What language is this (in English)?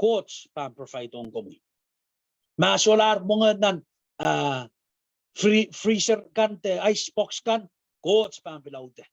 Pohnpeian